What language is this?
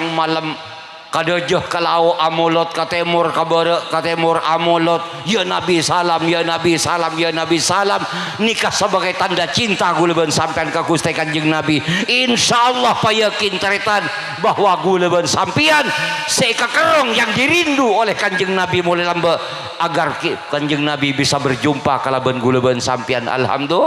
Madurese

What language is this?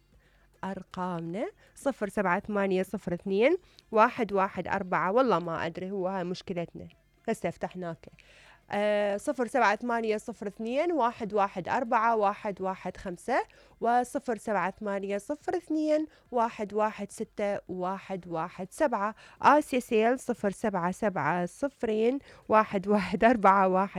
Mesopotamian Arabic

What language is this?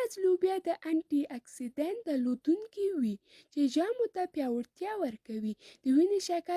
Pashto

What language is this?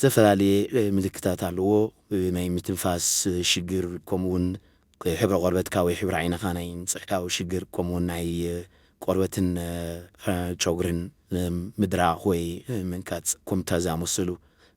Tigrinya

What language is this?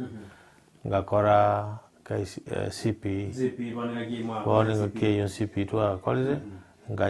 Gusii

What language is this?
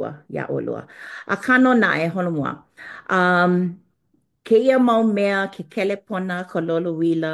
Hawaiian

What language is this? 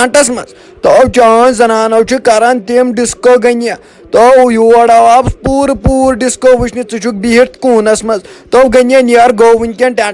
Kashmiri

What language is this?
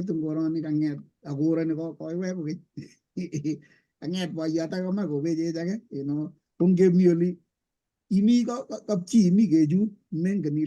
Kalenjin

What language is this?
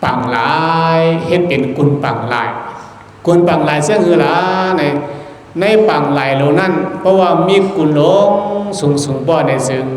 Shan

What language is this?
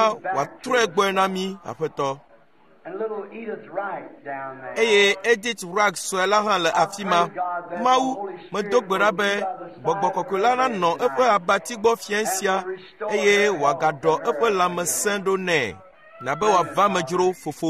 Ewe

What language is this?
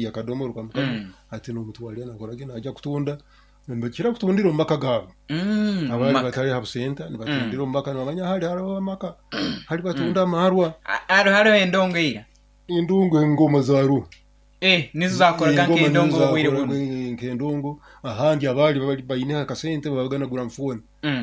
Nyoro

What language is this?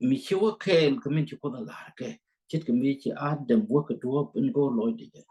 Nuer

